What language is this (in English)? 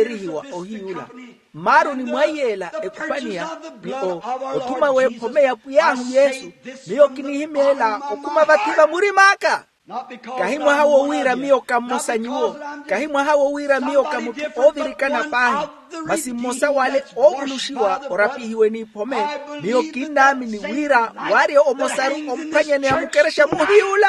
Makhuwa